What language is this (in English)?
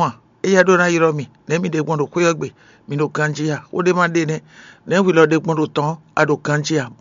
Fon